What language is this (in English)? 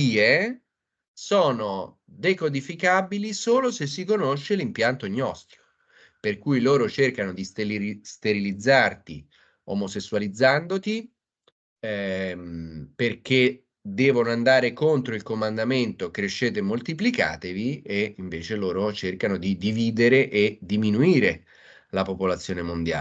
Italian